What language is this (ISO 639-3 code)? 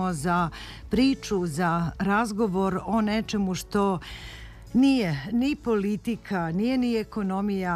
srp